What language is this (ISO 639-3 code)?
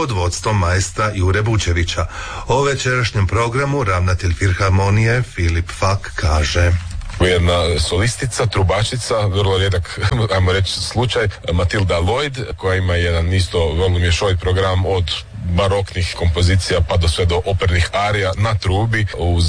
hrv